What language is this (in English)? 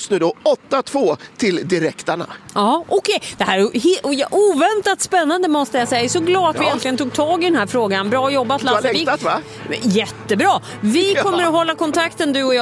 Swedish